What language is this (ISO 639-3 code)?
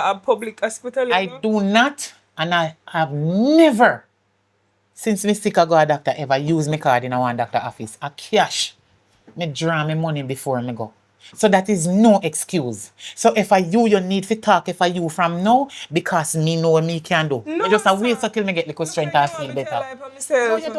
jam